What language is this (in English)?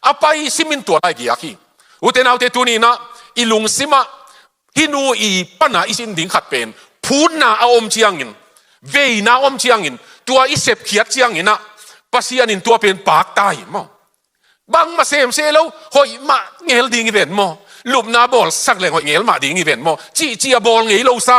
Tedim Chin